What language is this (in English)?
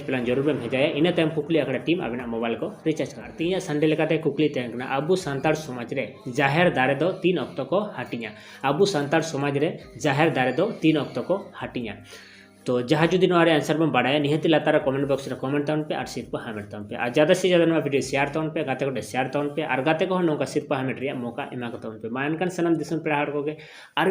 Santali